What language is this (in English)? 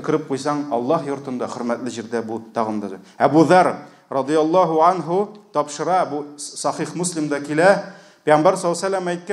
Tatar